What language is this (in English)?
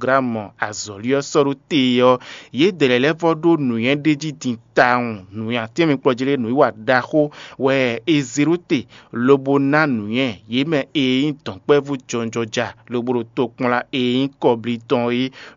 Fon